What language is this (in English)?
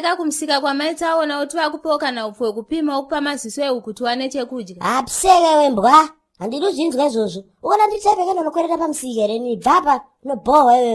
Shona